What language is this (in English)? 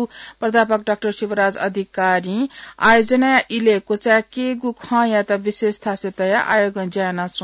Newari